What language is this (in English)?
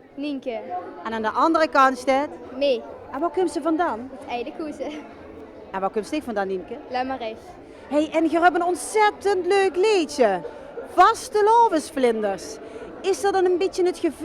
Limburgish